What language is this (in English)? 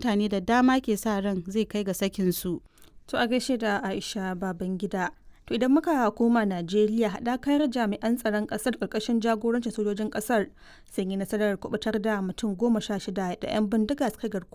Hausa